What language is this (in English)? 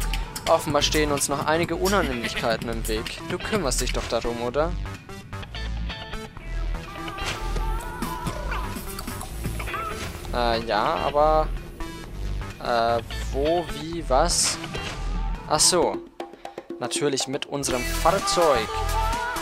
German